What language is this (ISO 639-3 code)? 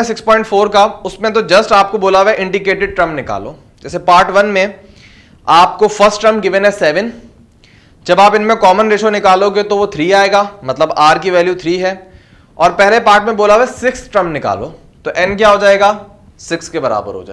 hin